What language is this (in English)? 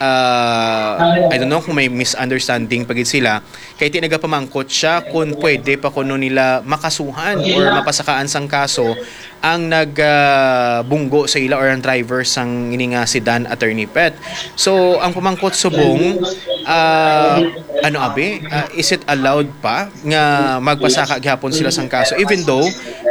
Hiligaynon